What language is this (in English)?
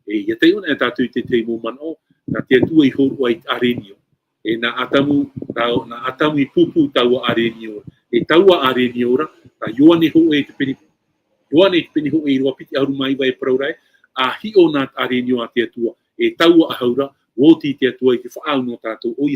Tahitian